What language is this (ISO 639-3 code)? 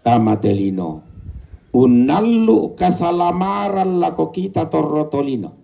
sda